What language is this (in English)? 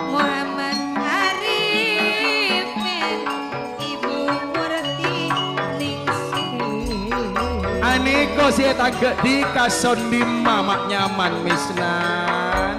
Madurese